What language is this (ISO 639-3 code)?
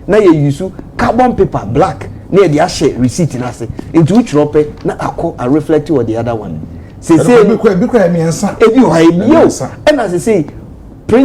aka